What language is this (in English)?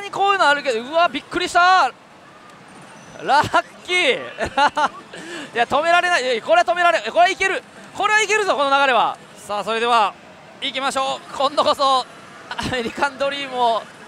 Japanese